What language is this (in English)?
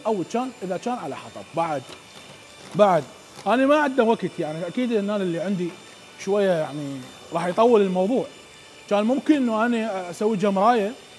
Mesopotamian Arabic